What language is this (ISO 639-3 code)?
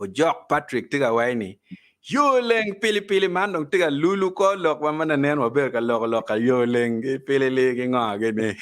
ach